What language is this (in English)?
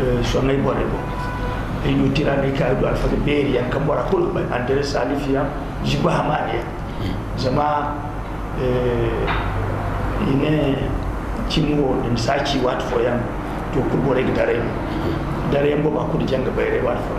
Zarma